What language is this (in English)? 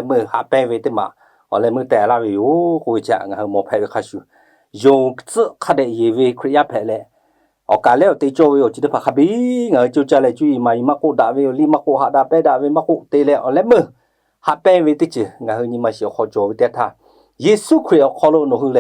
Lahu